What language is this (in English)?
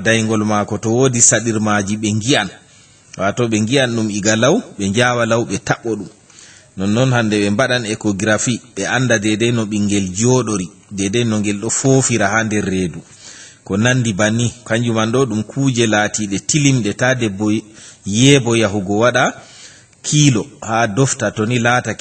Fula